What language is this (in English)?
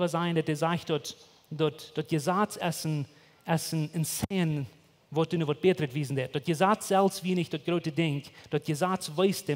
Plautdietsch